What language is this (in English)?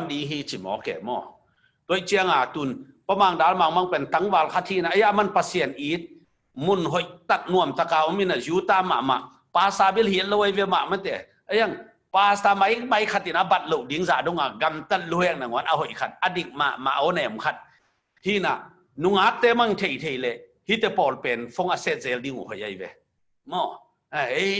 Tedim Chin